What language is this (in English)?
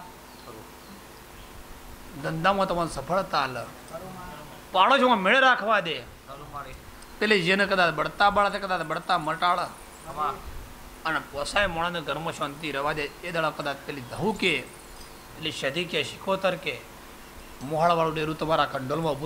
Gujarati